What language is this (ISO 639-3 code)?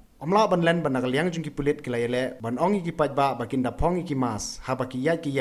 kha